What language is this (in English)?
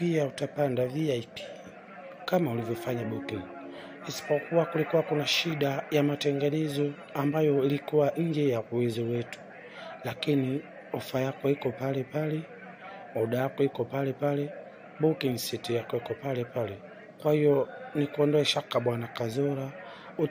Swahili